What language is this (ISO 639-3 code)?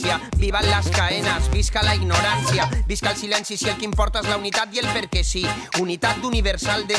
cat